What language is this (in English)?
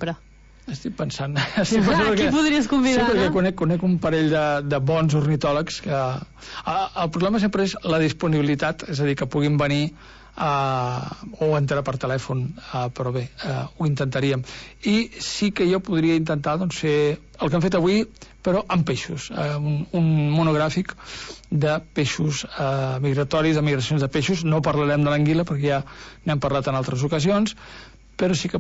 Catalan